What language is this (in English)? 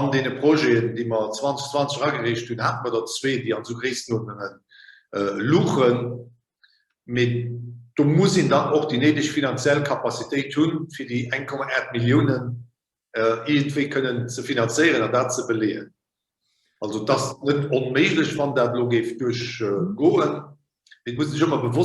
Luxembourgish